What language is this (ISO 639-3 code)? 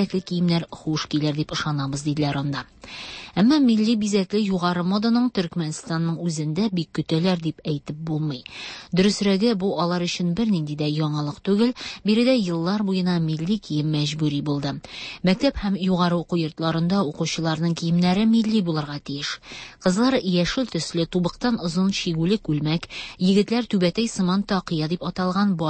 tat